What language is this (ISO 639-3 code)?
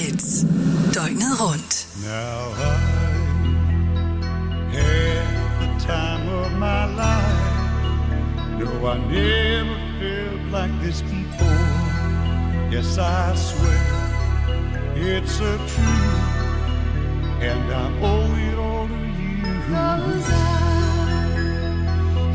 dan